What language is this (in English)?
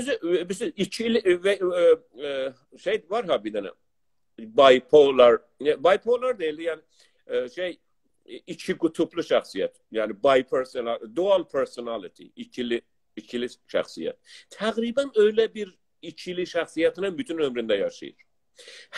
South Azerbaijani